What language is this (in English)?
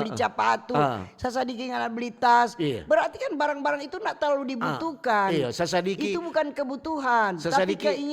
Manado Malay